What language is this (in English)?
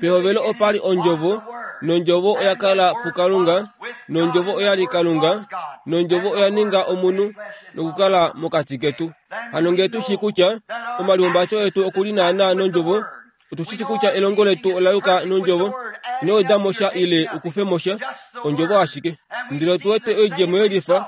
Kuanyama